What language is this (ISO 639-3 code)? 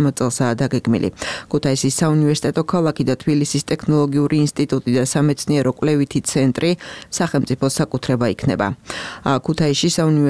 kat